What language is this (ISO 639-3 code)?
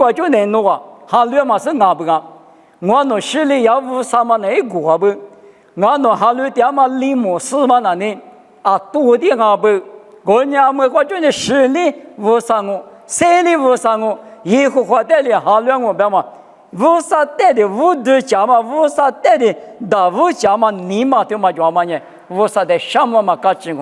lis